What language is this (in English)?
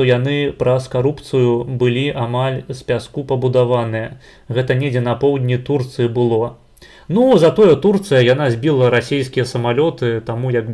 Belarusian